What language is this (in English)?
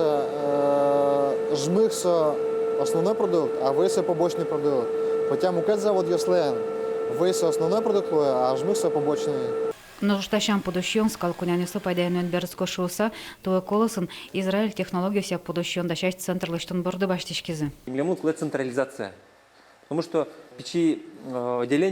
Udmurt